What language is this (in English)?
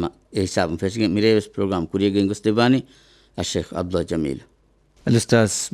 Divehi